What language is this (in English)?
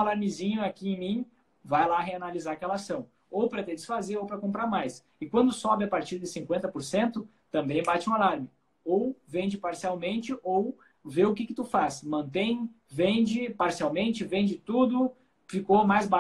Portuguese